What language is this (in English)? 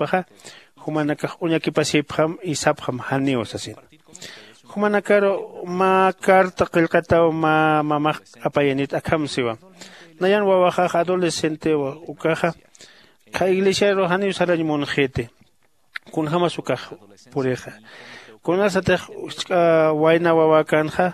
Aymara